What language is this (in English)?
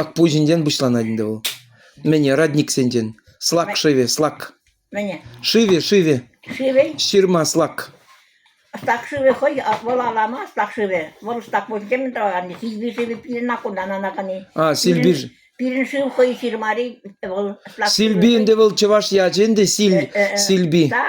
Chuvash